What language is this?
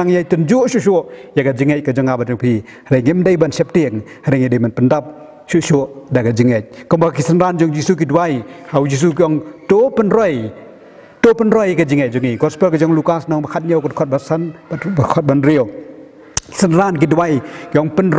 Khasi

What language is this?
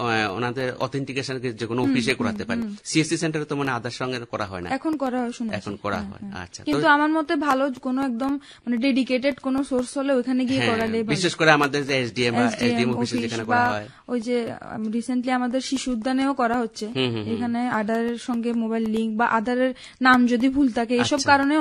Bangla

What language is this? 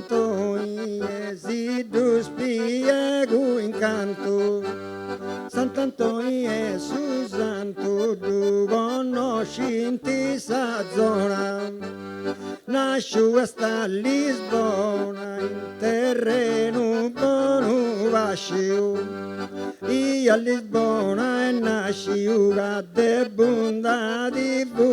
Sardinian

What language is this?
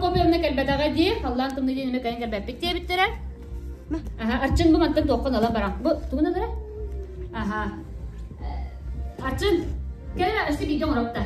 Yakut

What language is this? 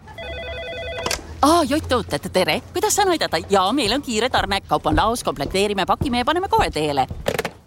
Estonian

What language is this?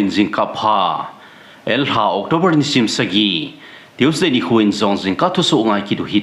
Thado Chin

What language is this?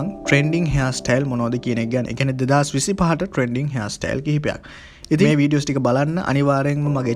Sinhala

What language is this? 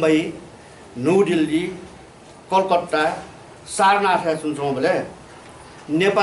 Newari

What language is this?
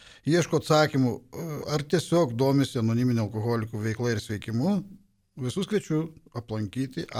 Lithuanian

